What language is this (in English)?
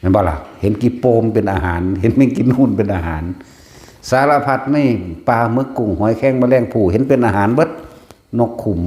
Northeastern Thai